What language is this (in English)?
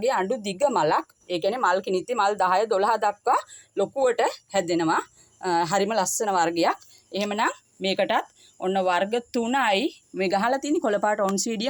Sinhala